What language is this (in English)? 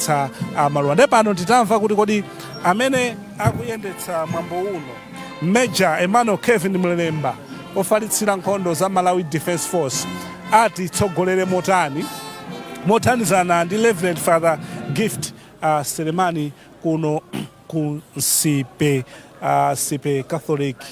Nyanja